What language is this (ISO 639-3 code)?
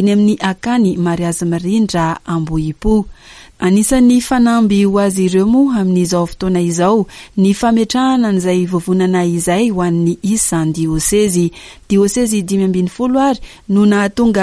mlg